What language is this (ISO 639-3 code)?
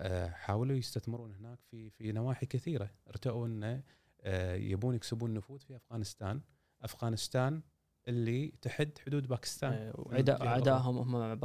afb